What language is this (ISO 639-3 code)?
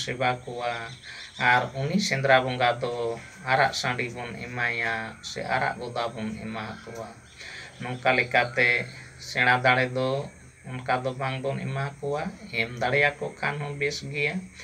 sat